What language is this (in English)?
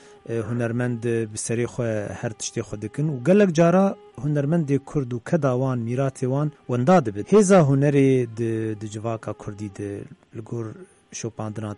Kurdish